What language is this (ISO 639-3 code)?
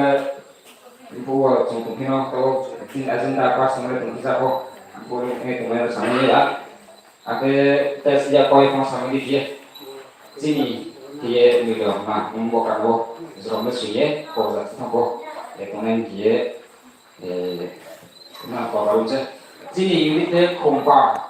ria